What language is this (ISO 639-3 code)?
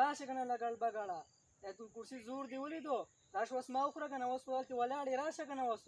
pus